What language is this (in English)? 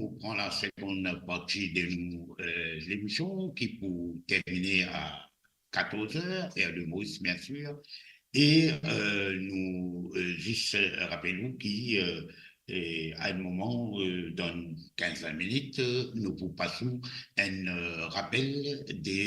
Morisyen